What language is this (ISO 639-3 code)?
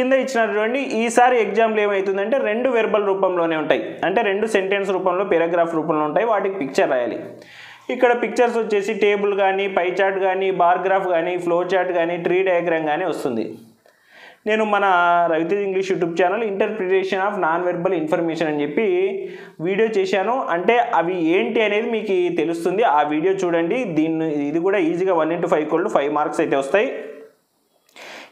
tel